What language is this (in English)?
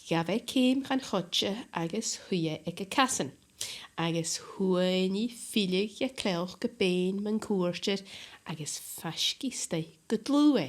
Scottish Gaelic